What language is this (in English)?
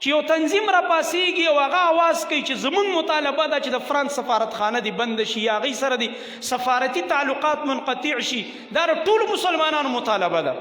Pashto